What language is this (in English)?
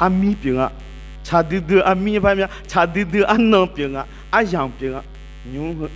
Akha